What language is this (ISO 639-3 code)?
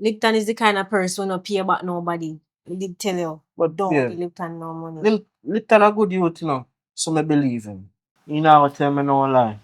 jam